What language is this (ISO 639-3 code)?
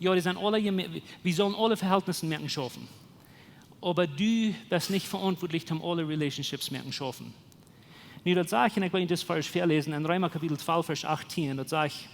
pdt